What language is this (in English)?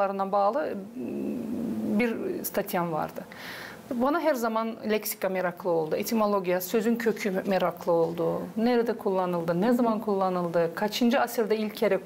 Gagauz